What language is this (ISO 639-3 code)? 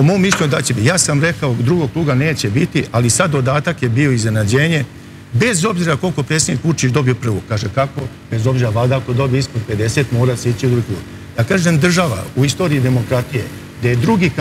srp